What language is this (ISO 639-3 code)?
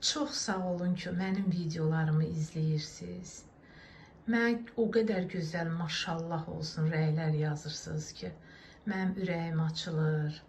aze